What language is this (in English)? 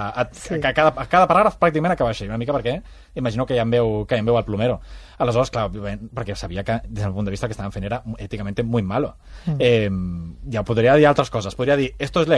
Catalan